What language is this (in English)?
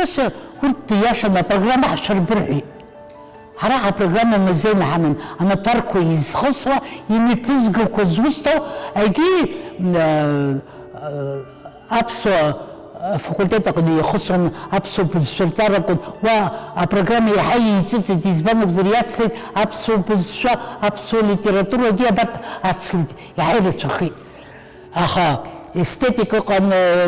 Abkhazian